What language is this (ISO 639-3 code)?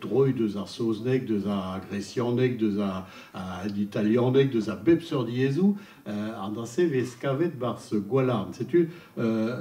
bre